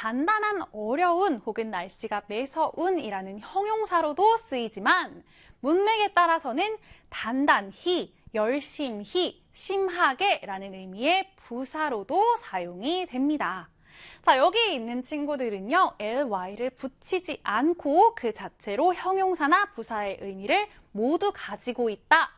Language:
Korean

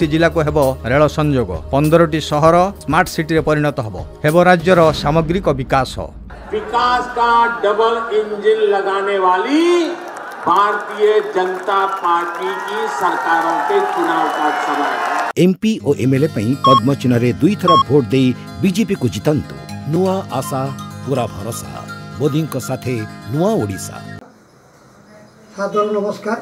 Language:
Odia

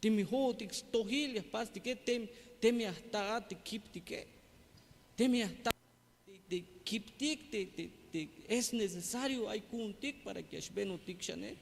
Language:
Tzeltal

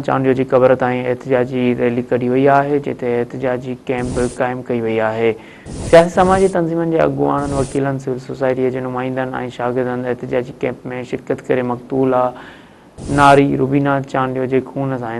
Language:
Sindhi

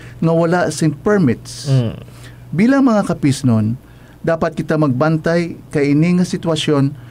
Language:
Hiligaynon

